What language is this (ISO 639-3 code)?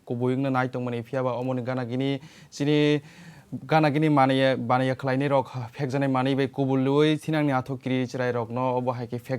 trp